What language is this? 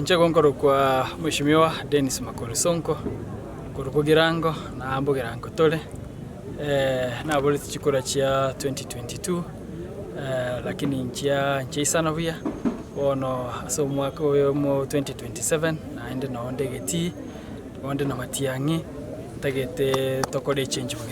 Gusii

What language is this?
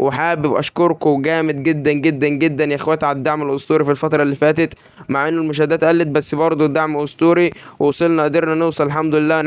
Egyptian Arabic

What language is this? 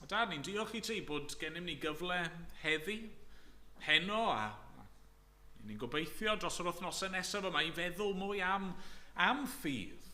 Welsh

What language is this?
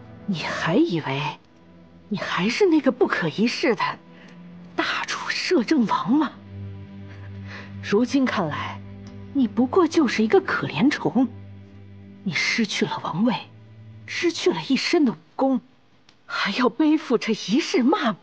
Chinese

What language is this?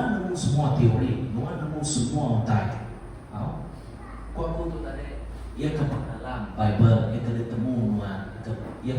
Iban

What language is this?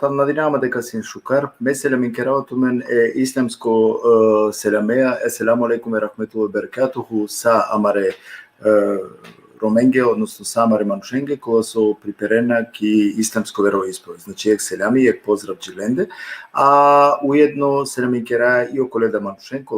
Balkan Romani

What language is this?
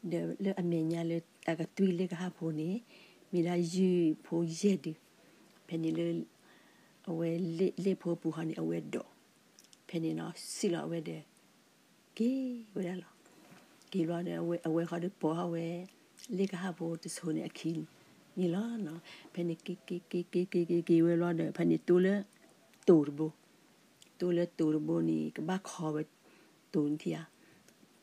S'gaw Karen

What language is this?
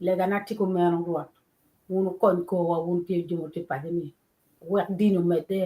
Acoli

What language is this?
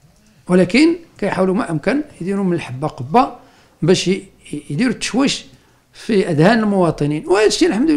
Moroccan Arabic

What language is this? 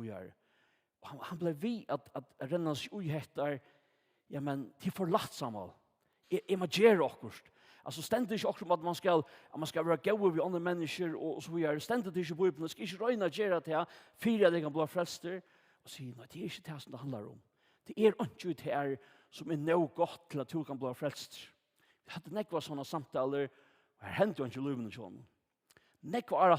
Faroese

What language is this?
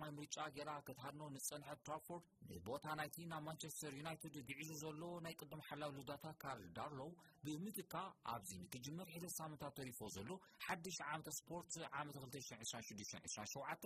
Tigrinya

